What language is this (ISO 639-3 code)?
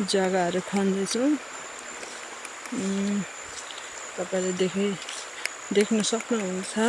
nep